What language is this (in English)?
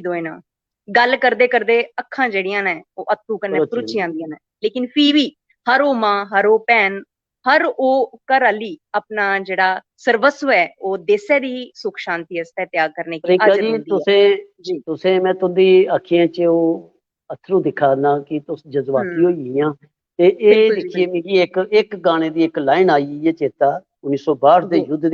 Dogri